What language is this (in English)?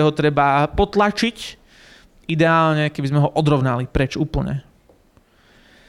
Slovak